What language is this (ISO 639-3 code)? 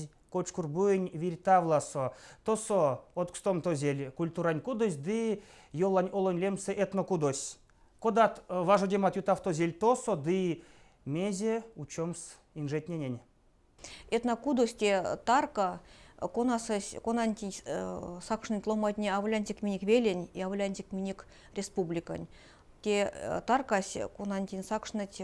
myv